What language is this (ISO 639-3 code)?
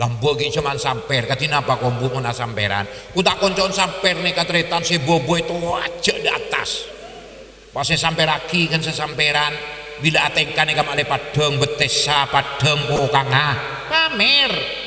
mad